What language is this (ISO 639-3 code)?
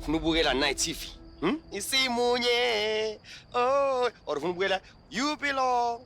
zul